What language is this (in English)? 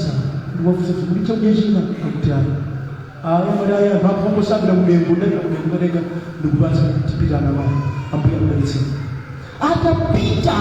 Nyanja